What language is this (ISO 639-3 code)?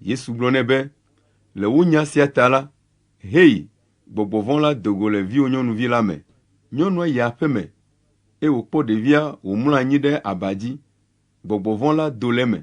ewe